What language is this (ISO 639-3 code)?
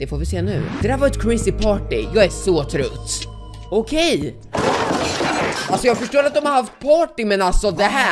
swe